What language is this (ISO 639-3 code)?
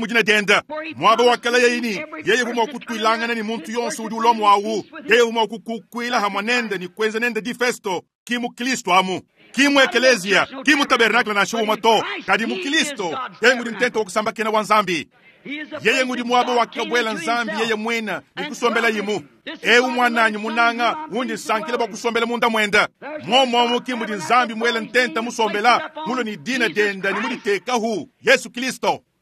lua